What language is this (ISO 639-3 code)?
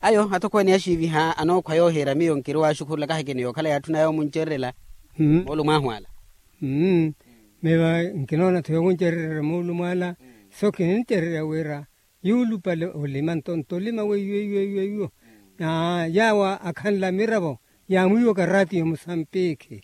vmw